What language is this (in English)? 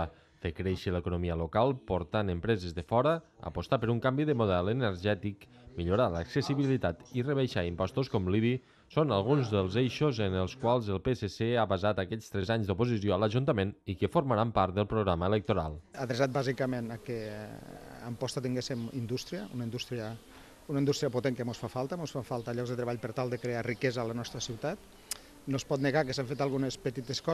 Catalan